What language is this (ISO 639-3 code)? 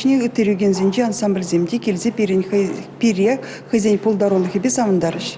chv